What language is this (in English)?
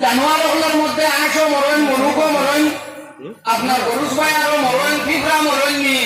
Sylheti